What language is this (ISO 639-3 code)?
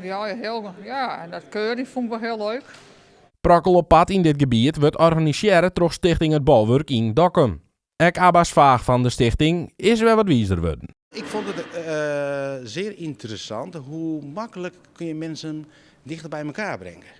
fry